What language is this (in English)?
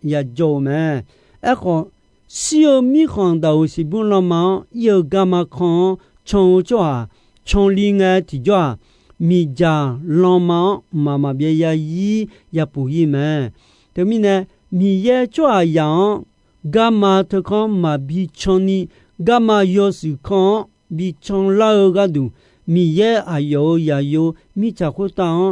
Akha